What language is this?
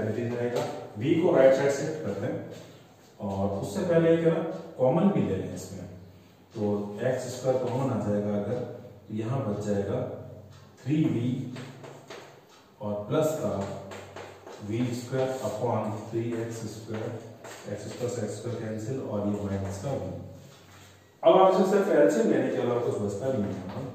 Hindi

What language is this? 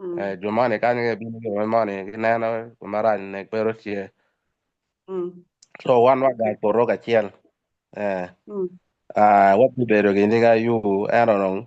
Acoli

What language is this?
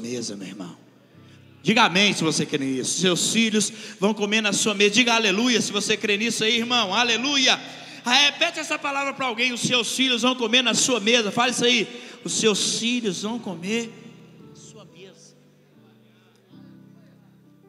Portuguese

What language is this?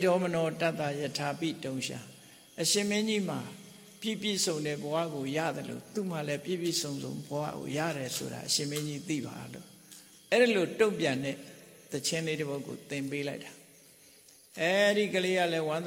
Burmese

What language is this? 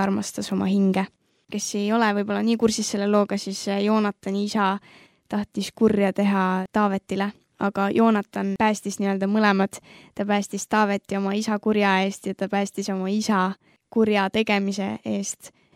Estonian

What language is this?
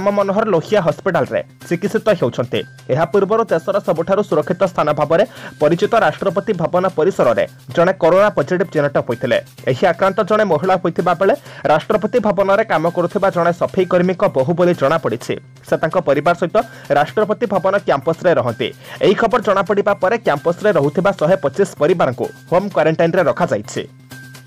Odia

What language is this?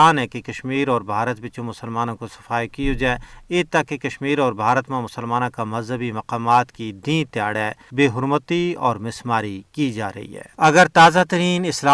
Gujari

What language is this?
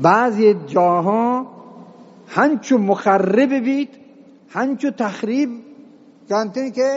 Eastern Balochi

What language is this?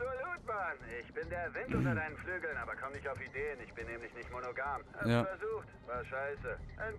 Swiss German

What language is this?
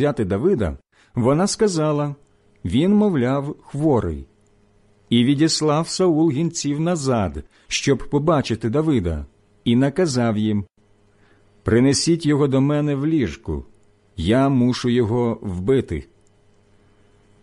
Ukrainian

